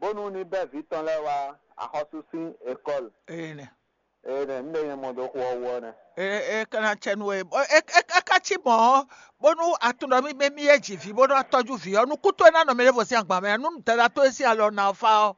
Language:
Fon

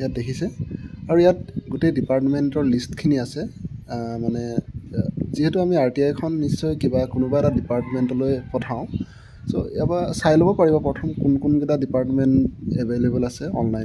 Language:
Assamese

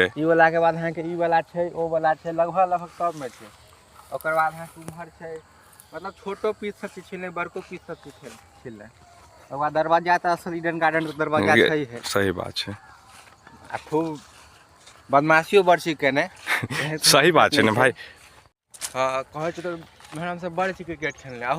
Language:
Maithili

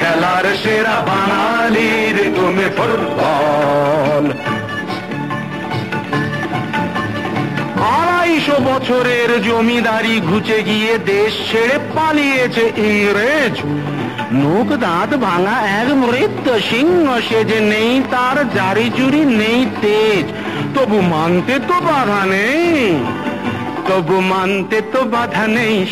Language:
Bangla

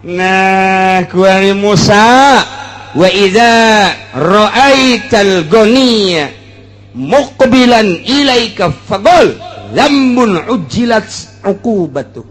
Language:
Sundanese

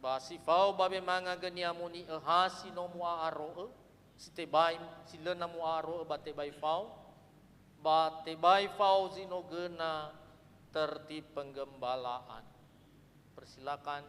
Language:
Nias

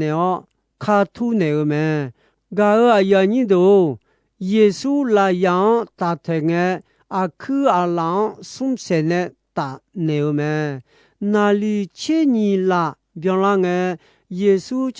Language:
Akha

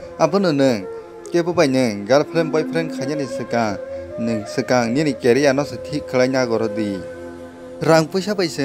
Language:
Kok Borok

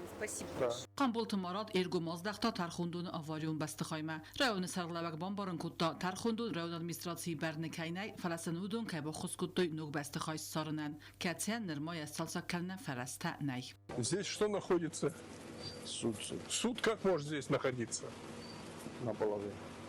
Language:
Ossetic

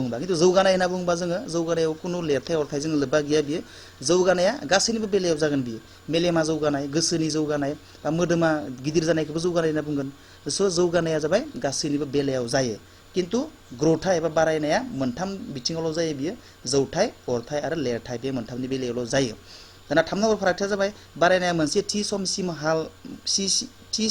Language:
Bodo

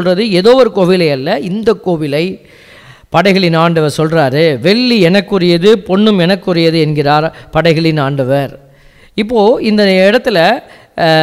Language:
Tamil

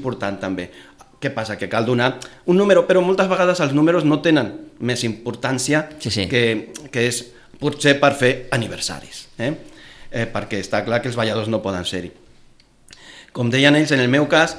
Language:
Catalan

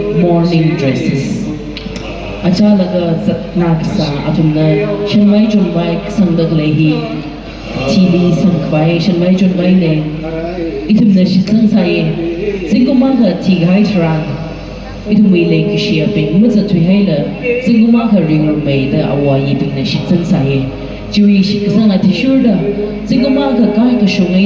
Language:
Tangkhul Naga (India)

